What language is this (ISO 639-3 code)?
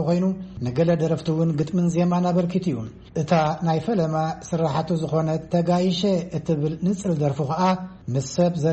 tir